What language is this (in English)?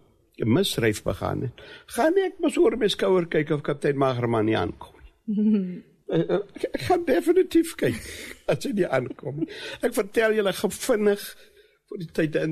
Afrikaans